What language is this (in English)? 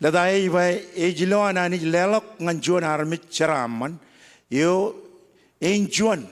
Marshallese